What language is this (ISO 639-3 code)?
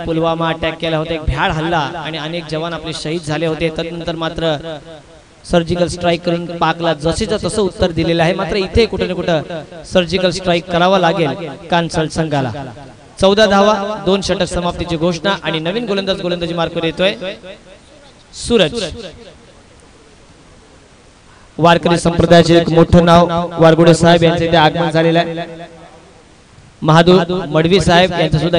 mar